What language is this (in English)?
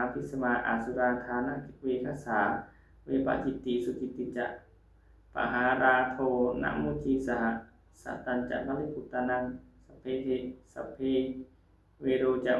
Pali